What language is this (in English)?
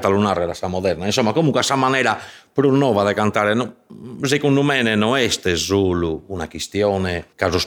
Sardinian